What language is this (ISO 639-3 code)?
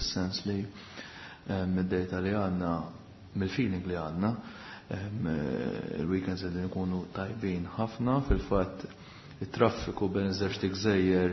mlt